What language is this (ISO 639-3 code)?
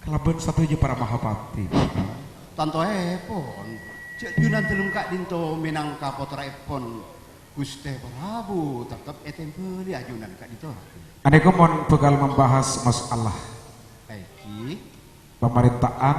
mad